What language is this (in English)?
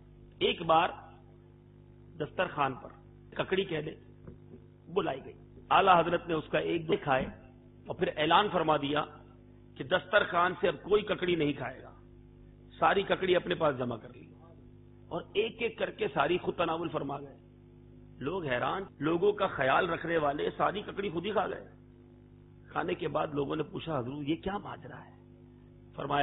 Urdu